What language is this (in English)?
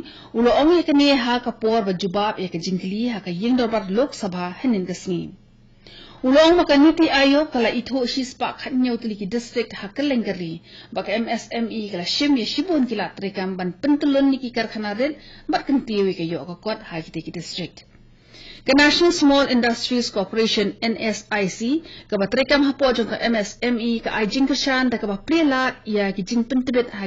Khasi